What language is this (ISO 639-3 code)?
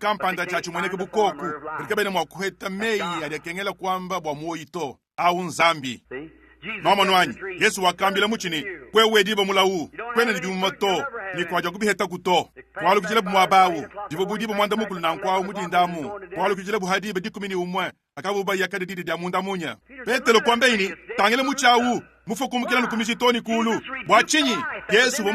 lua